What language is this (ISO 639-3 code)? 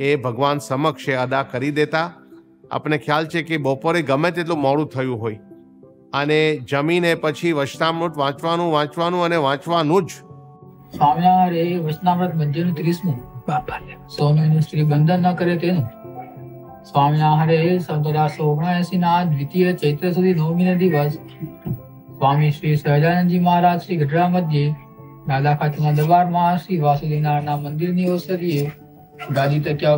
guj